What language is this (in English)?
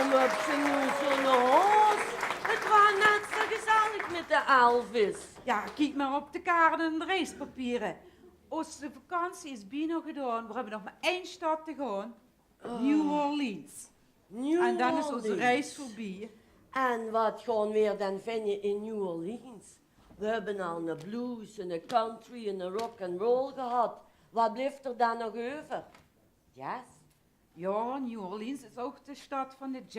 Limburgish